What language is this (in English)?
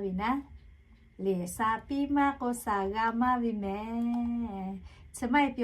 Lahu